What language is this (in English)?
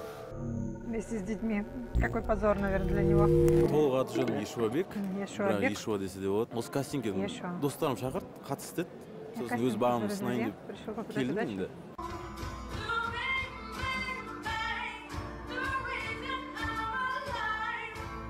Kazakh